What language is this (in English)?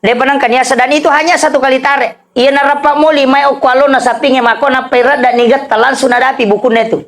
Buginese